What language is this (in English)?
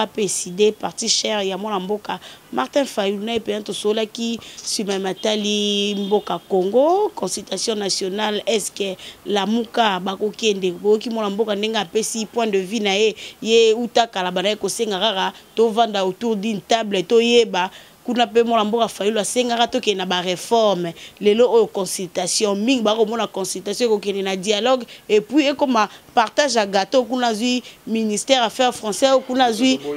Lingala